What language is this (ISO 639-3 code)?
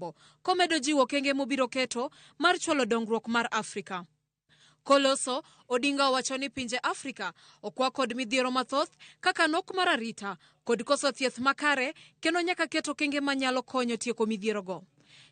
luo